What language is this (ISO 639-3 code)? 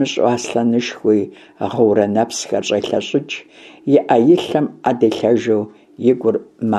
kbd